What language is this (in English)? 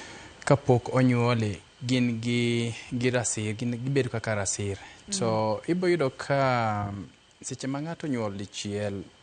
Luo (Kenya and Tanzania)